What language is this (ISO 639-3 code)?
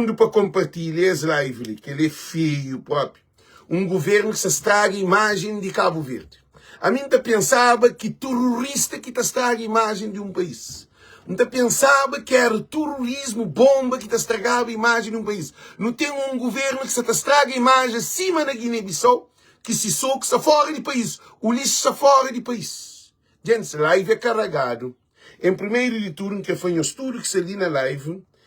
kea